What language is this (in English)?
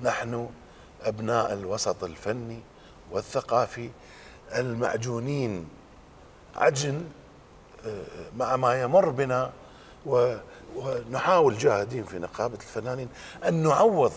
Mesopotamian Arabic